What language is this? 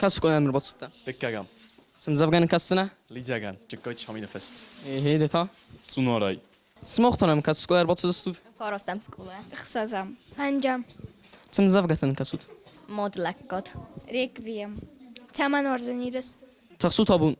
Ossetic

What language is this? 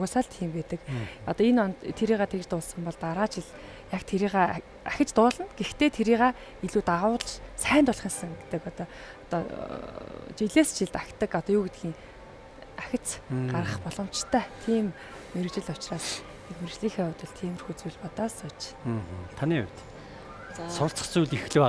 Mongolian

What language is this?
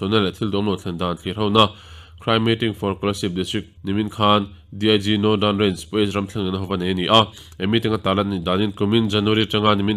Mizo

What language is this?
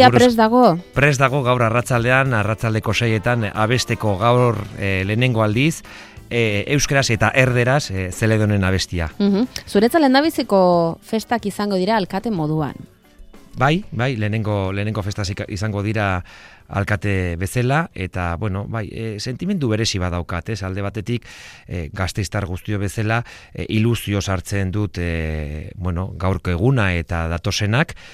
Basque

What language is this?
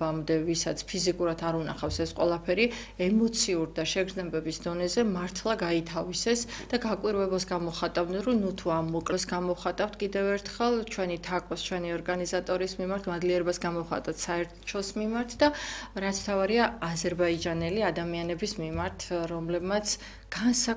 Georgian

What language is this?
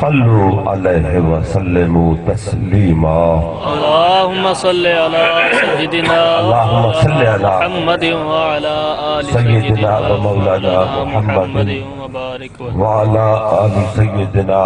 Saraiki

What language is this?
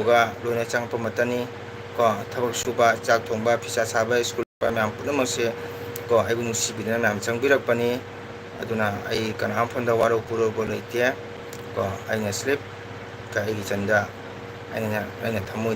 Manipuri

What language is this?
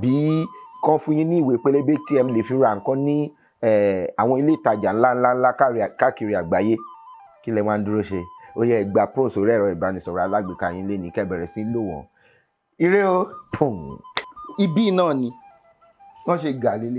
Yoruba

